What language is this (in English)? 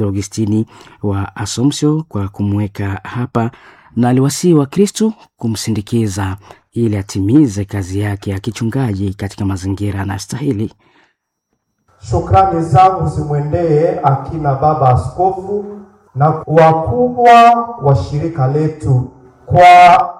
Swahili